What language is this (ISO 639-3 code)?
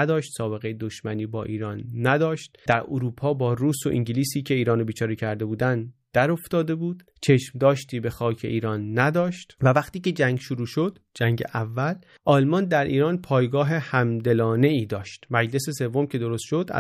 fas